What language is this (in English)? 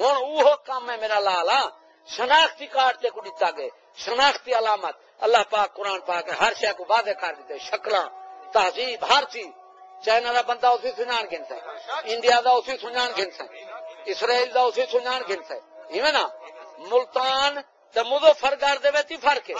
Saraiki